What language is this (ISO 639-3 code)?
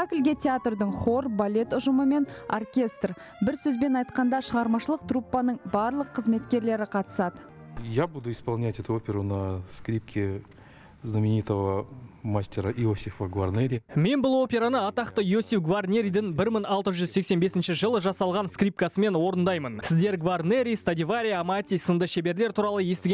kaz